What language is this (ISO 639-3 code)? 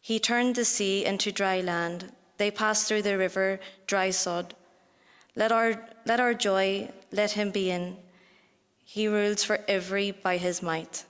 eng